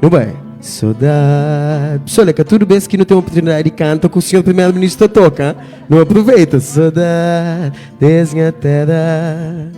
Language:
Kabuverdianu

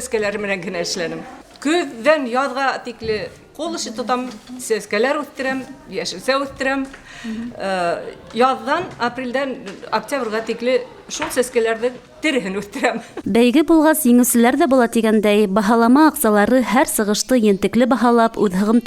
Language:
Bashkir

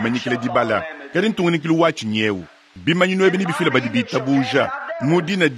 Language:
Luba-Lulua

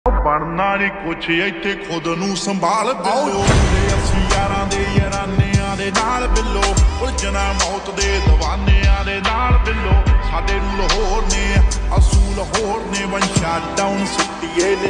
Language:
Punjabi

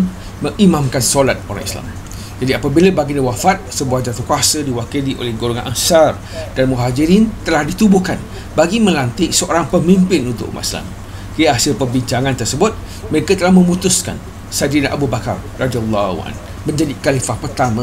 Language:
Malay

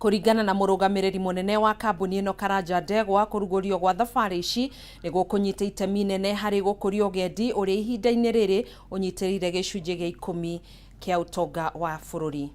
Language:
Kikuyu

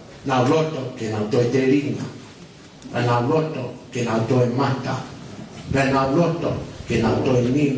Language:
Tongan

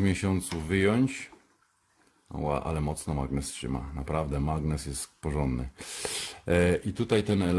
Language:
Polish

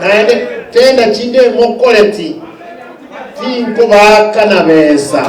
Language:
Gusii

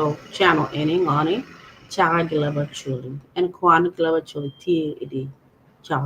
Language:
Acoli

